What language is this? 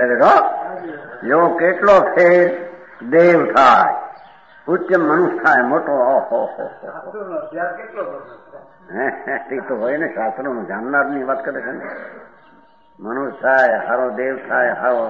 Gujarati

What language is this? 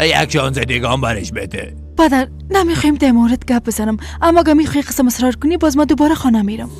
Persian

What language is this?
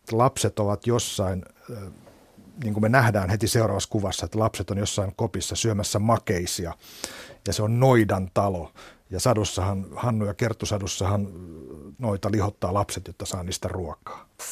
Finnish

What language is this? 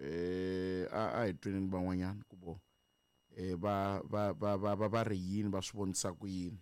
Tsonga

